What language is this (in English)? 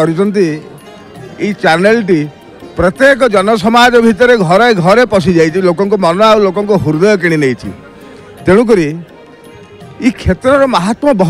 Odia